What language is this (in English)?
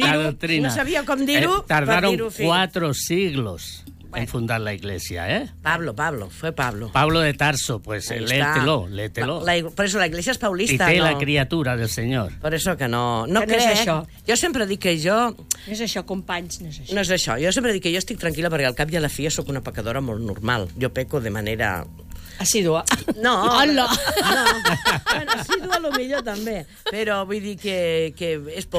Catalan